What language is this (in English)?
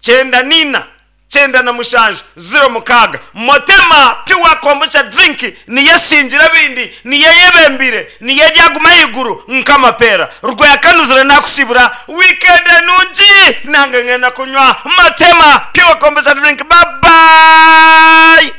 Nyankole